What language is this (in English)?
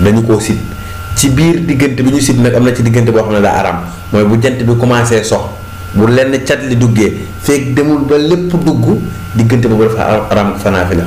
Wolof